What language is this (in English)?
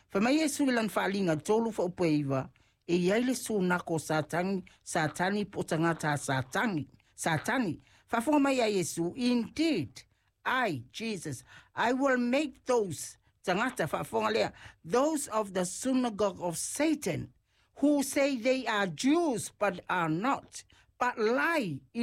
Samoan